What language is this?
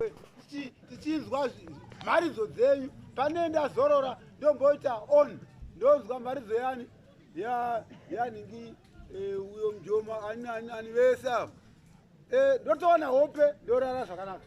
Shona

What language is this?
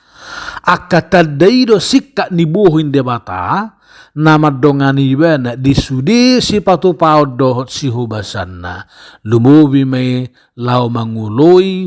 Batak Toba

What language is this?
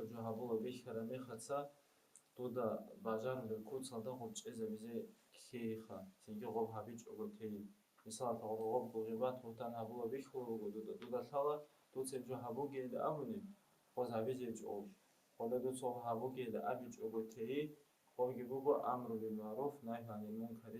Avaric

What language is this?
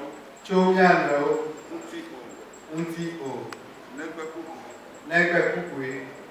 Ewe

